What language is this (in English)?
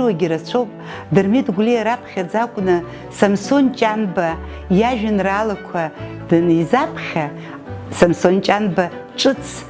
Abkhazian